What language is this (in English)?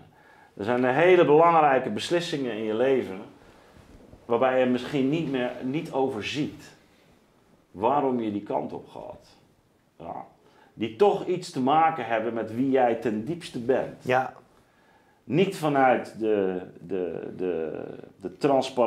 Dutch